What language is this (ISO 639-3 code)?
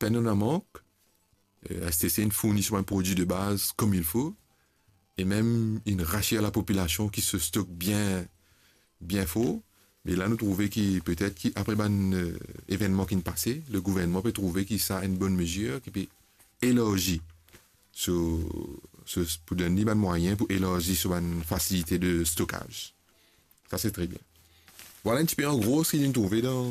mfe